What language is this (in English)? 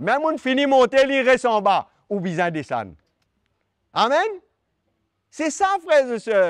Morisyen